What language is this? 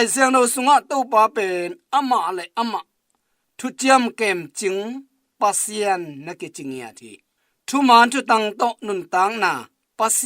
Tedim Chin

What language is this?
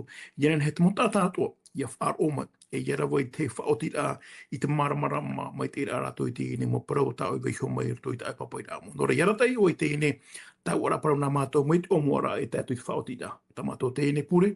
Tahitian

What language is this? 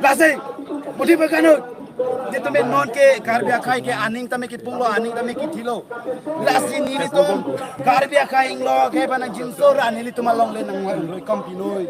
Karbi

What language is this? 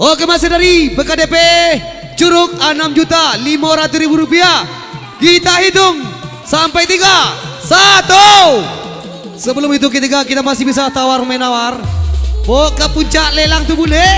Minangkabau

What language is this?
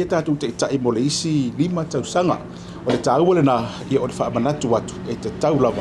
Samoan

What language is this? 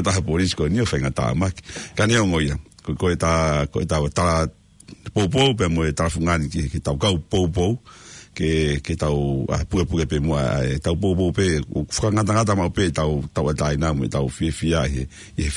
Tongan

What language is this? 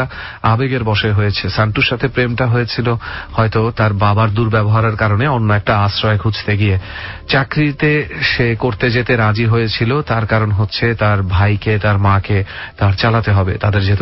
Bangla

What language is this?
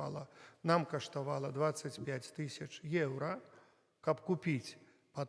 Belarusian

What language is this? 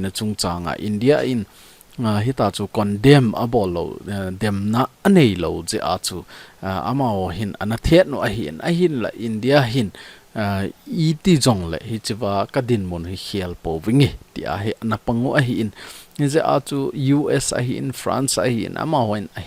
Thado Chin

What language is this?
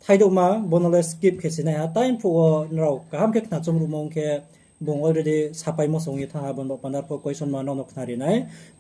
Riang (India)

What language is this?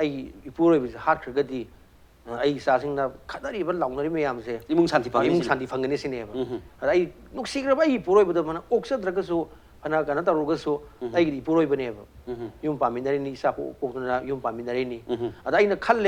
Manipuri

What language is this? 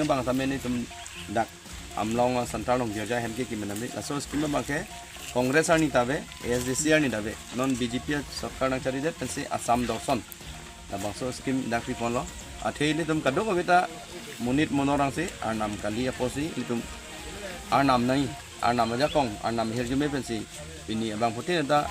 Karbi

